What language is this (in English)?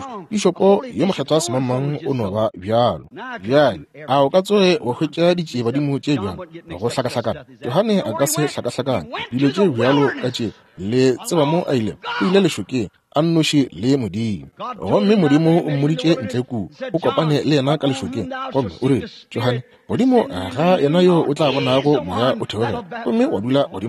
Northern Sotho